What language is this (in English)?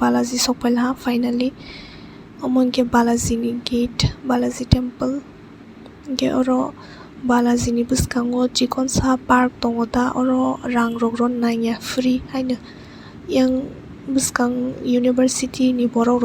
Kok Borok